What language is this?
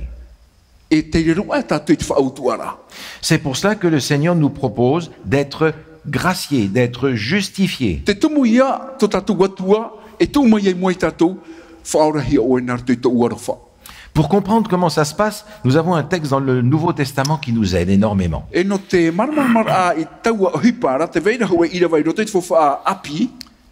Tahitian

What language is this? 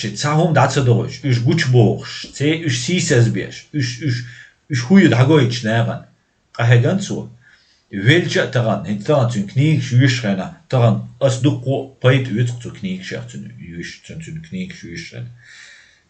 Chechen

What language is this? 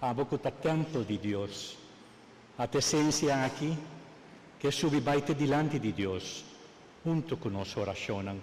Papiamento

